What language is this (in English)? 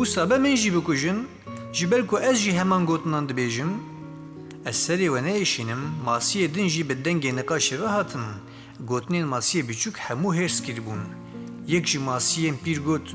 Kurdish